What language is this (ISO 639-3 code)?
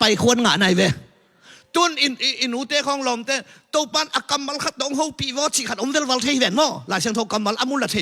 ctd